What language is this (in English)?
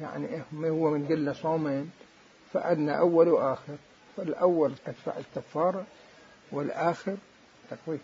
Mesopotamian Arabic